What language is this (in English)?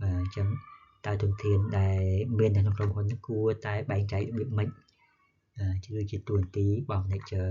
Khmer